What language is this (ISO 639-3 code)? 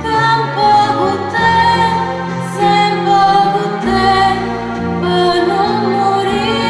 nap